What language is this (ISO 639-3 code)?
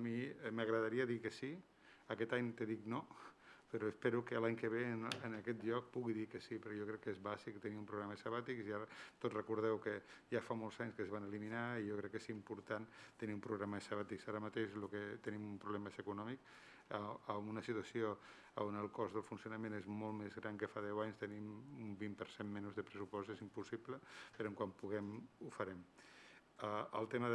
cat